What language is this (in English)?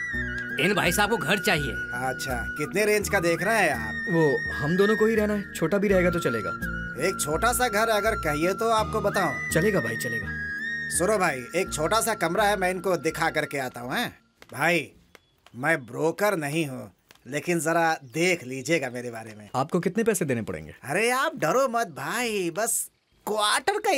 Hindi